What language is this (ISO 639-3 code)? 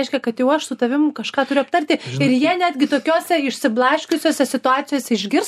lit